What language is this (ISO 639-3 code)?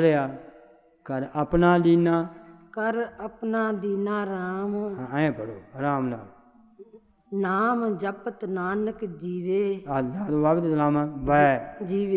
pan